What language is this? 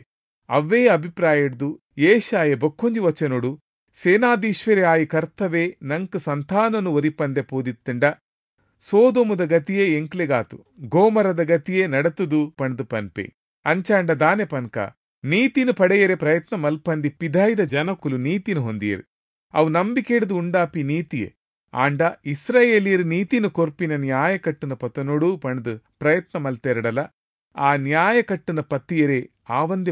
Tulu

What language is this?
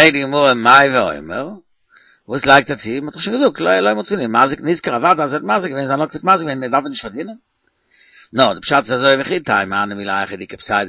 Yiddish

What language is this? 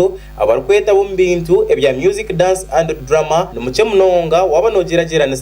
Nyankole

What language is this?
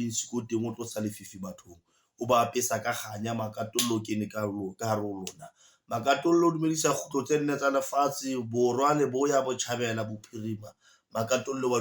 Southern Sotho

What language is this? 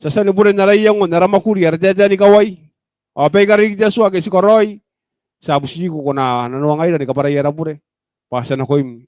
Gilbertese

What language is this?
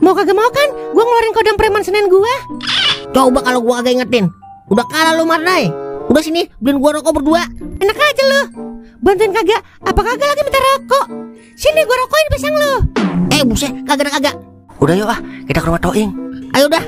Betawi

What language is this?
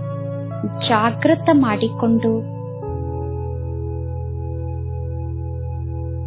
Kannada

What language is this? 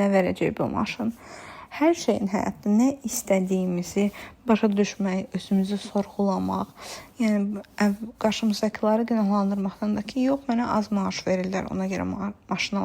Azerbaijani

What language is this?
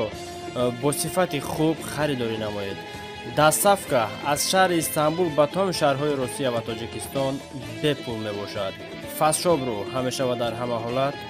Tajik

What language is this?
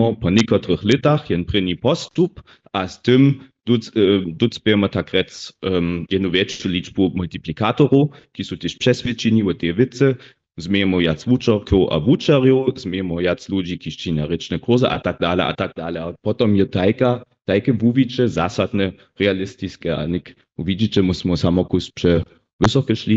Upper Sorbian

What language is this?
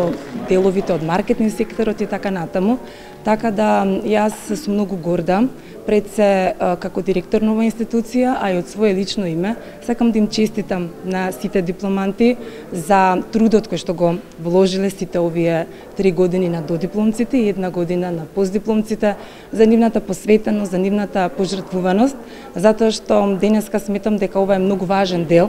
Macedonian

